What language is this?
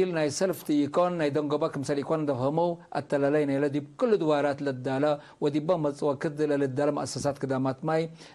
Tigre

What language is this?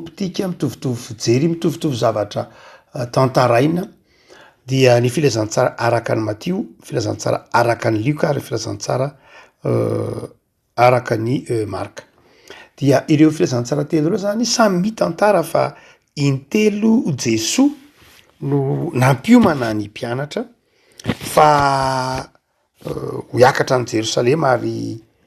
Malagasy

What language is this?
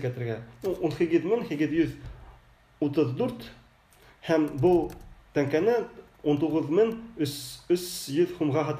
Bashkir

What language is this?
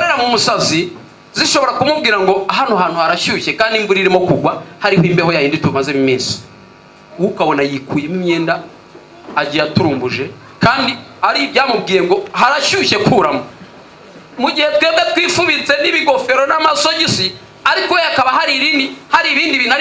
Kinyarwanda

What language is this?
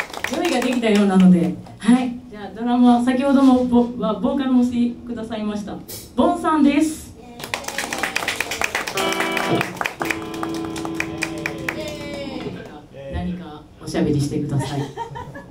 Japanese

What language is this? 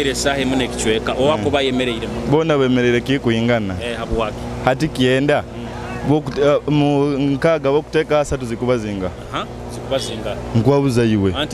Nyoro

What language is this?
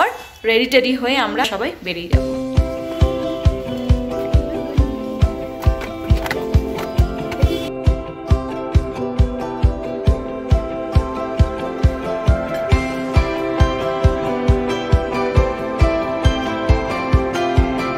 Bangla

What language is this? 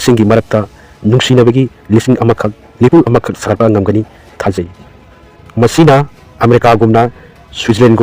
Manipuri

